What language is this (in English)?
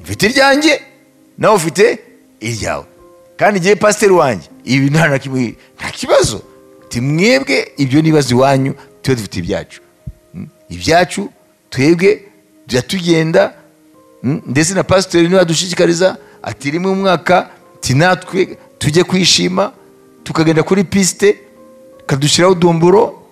Kinyarwanda